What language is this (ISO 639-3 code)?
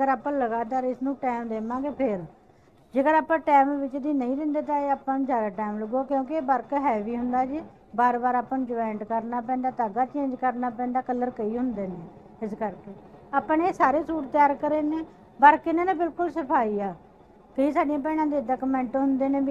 pan